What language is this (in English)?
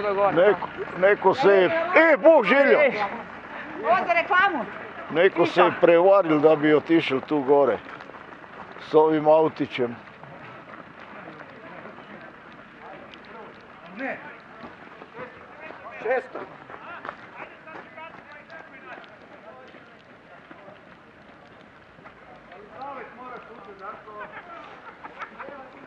Croatian